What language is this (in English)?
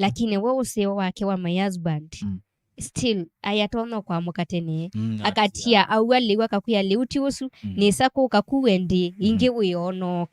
Kamba